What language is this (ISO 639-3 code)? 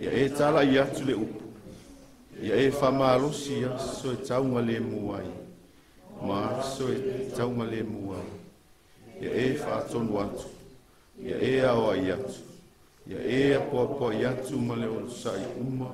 smo